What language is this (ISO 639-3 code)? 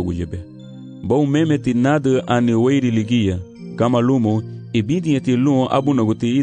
cab